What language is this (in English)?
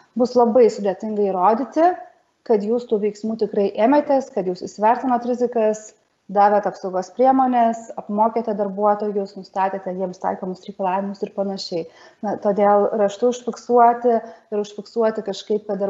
Lithuanian